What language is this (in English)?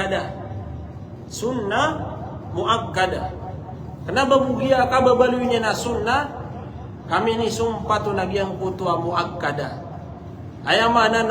Maranao